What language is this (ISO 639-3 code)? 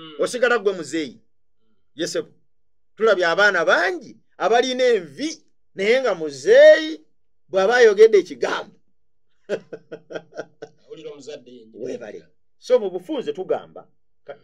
lug